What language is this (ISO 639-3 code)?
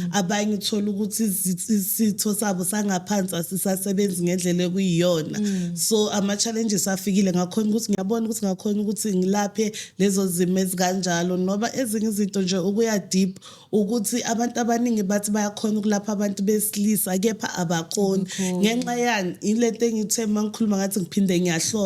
zul